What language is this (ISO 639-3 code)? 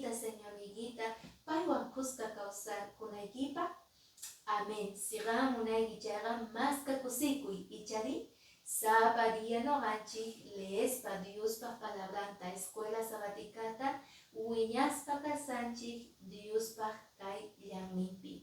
que